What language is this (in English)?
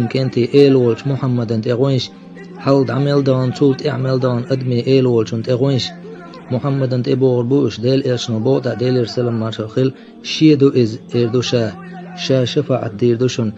Chechen